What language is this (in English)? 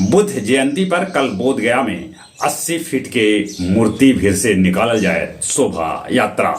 Magahi